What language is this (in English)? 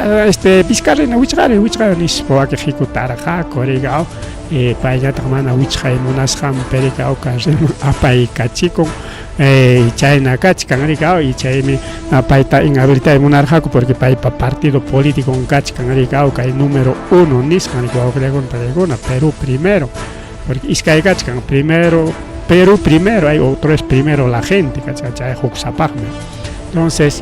Ayacucho Quechua